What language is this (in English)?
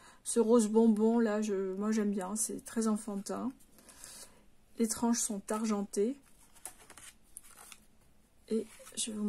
French